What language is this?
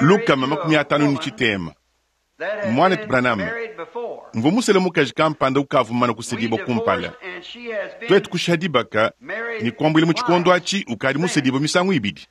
Luba-Lulua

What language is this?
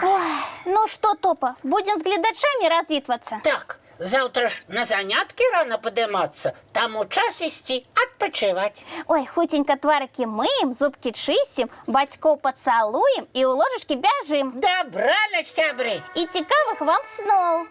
Belarusian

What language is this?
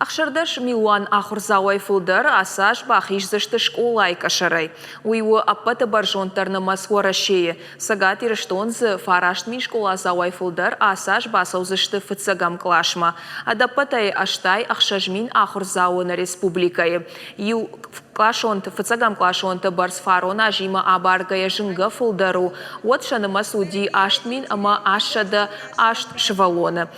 Ossetic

